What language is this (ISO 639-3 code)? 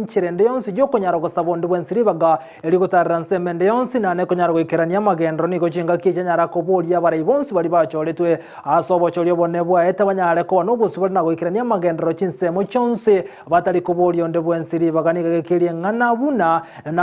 guz